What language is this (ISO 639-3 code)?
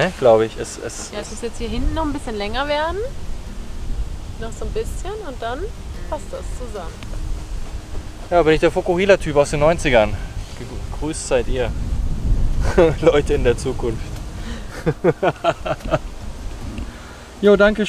deu